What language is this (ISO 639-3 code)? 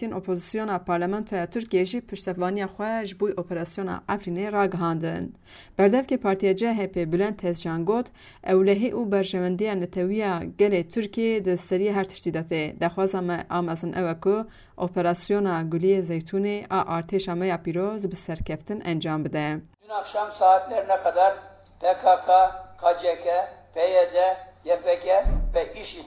kur